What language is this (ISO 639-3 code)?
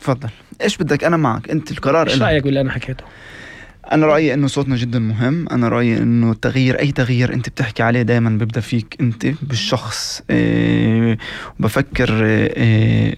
apc